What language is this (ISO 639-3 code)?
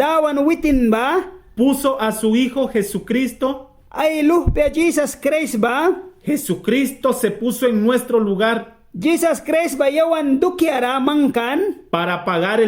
miq